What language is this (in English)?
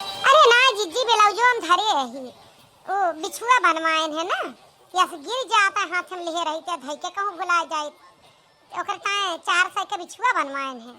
Awadhi